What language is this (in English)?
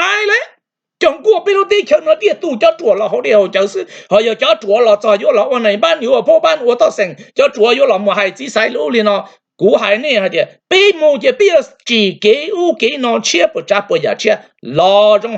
Hmong